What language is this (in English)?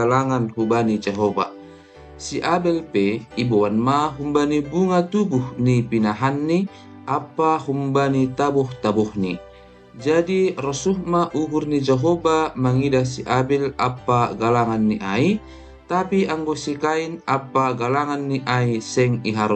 Batak Simalungun